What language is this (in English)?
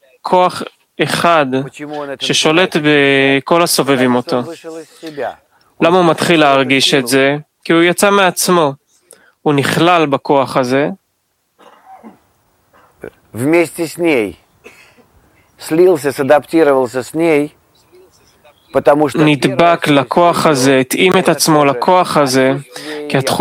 Hebrew